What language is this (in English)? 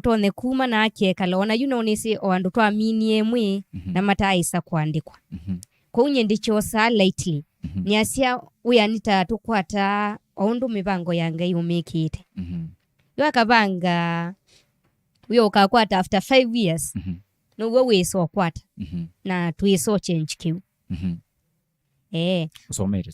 Kamba